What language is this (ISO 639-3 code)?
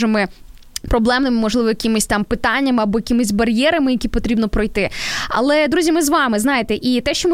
ukr